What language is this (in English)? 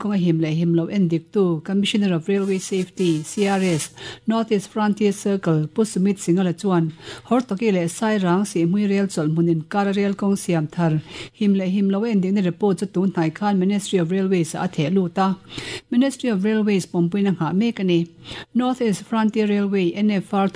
Mizo